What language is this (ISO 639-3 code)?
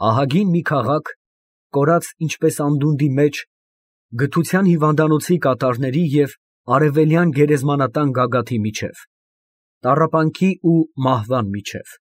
hye